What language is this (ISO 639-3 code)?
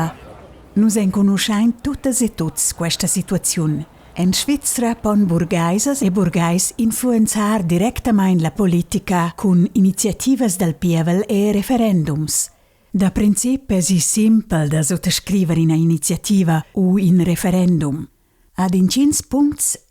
roh